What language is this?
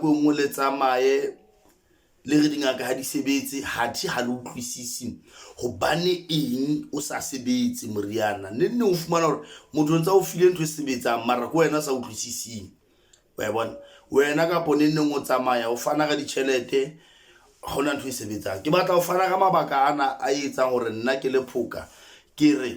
Southern Sotho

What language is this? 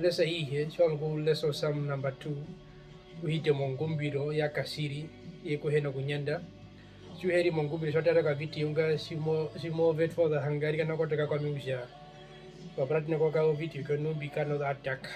Herero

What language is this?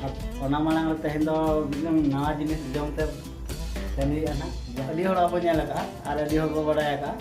Santali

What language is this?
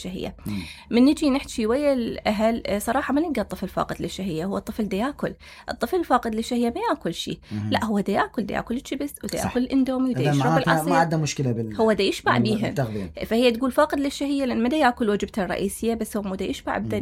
Mesopotamian Arabic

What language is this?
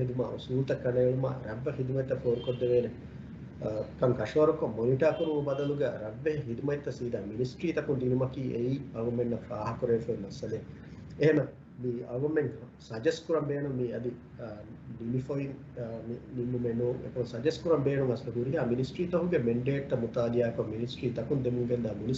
Divehi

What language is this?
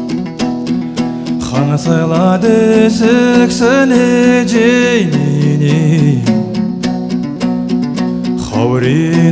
Kazakh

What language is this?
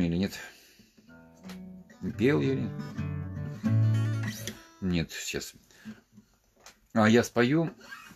Russian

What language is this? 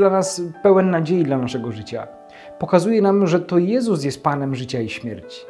Polish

